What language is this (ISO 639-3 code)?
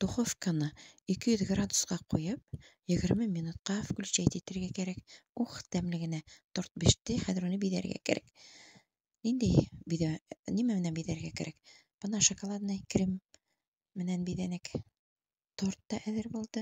bak